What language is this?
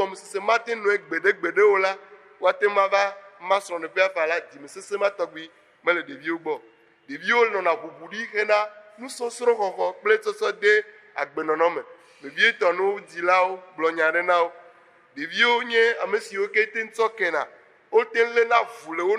Ewe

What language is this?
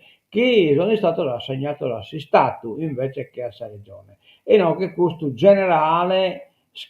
Sardinian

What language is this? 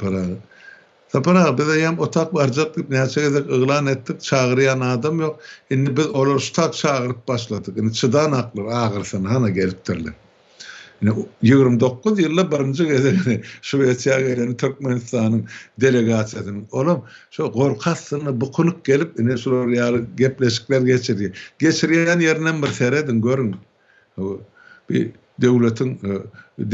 Turkmen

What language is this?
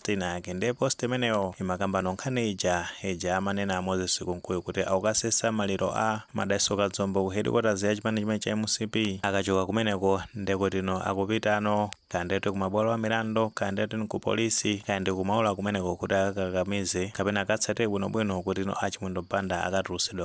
Nyanja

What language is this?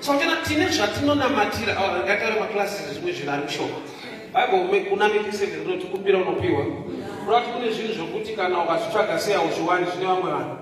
Shona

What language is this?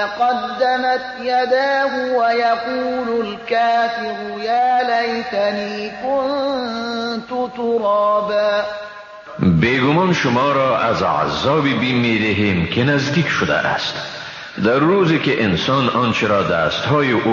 Persian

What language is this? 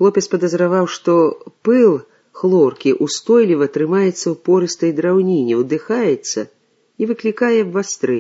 Belarusian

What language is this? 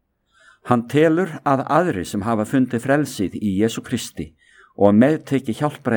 Icelandic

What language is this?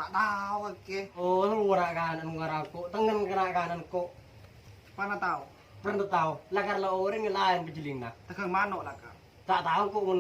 Madurese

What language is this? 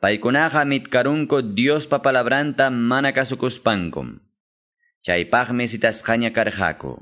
Quechua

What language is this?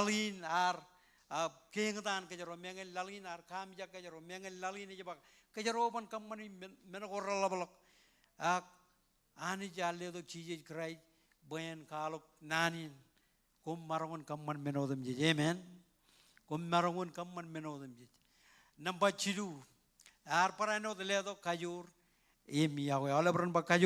Marshallese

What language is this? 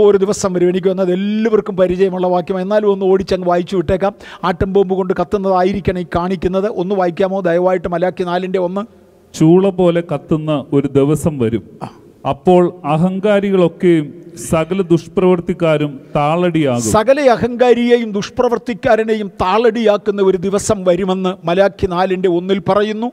Malayalam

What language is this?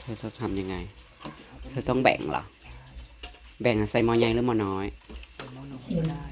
Northeastern Thai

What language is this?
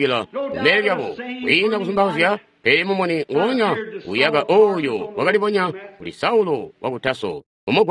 Tonga (Zambia)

